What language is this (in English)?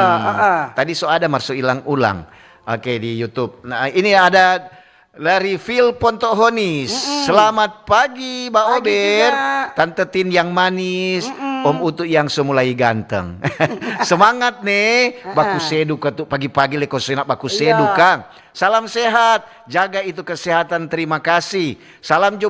Manado Malay